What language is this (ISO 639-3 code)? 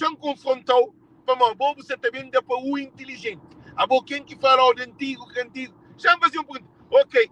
kea